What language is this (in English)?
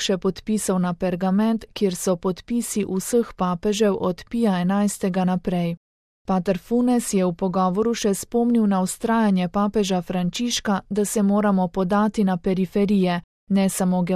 Slovenian